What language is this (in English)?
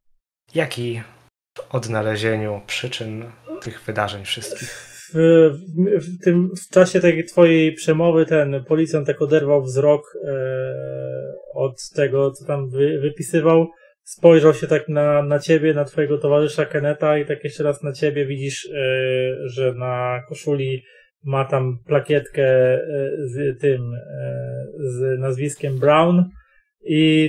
Polish